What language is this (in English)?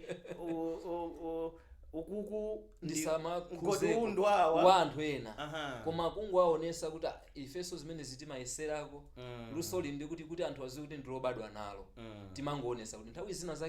Nyanja